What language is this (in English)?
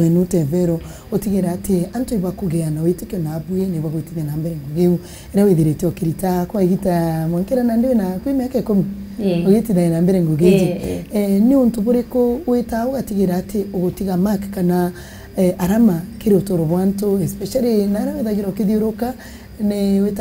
Meru